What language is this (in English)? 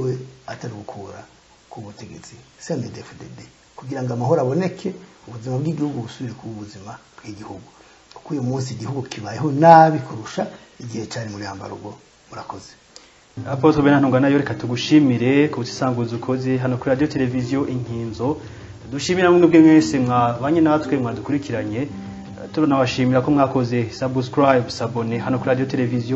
Rundi